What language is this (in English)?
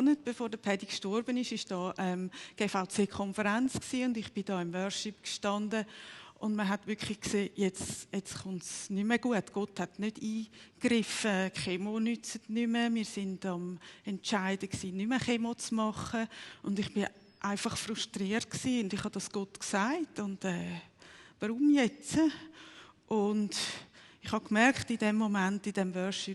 Swiss German